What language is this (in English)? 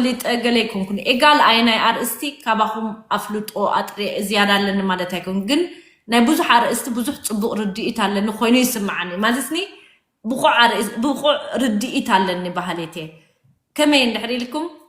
Tigrinya